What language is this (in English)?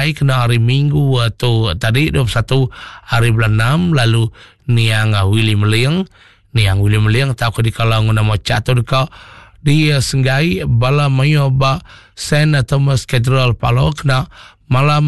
Iban